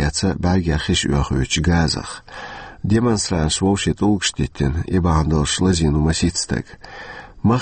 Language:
Chechen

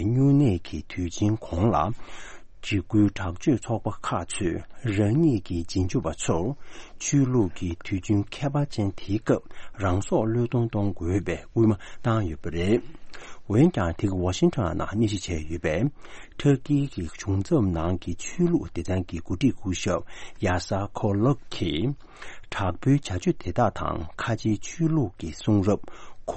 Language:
Tibetan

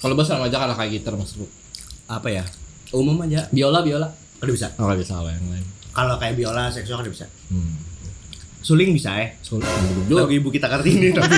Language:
Banjar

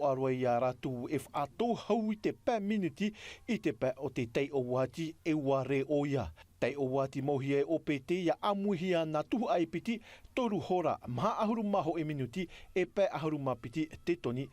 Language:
Tahitian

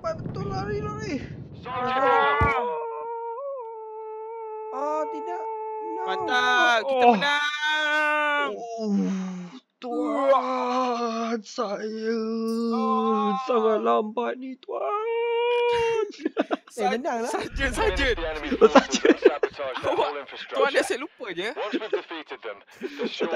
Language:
Malay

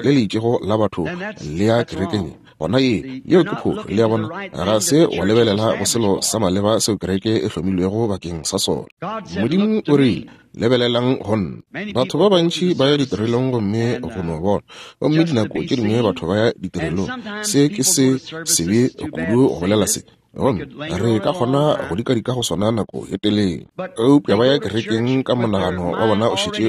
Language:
Northern Sotho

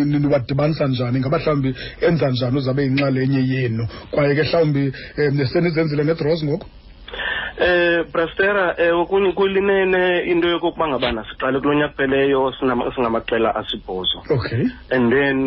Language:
Xhosa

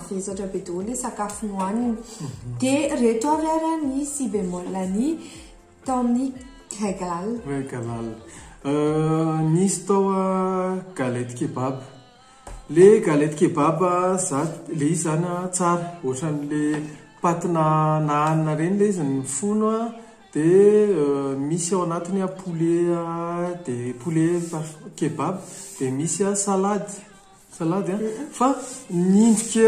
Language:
Malagasy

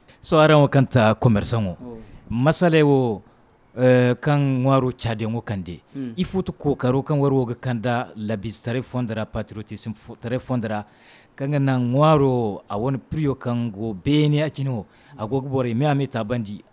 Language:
Zarma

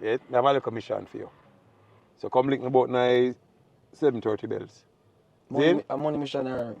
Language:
Jamaican Creole English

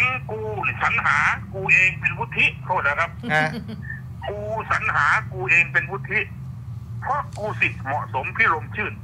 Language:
Thai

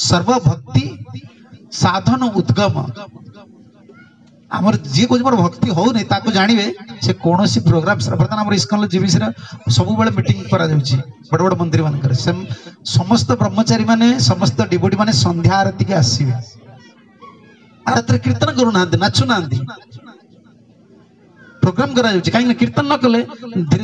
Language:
Odia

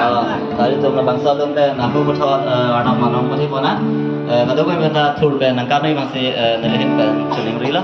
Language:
Karbi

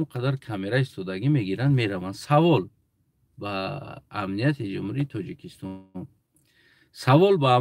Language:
Tajik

